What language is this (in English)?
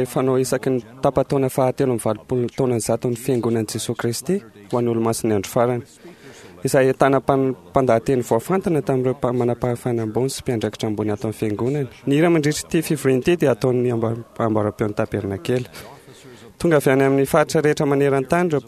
Malagasy